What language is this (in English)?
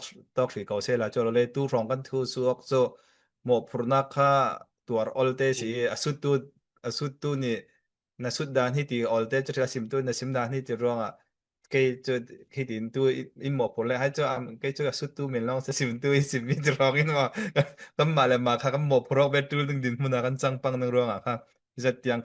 Falam Chin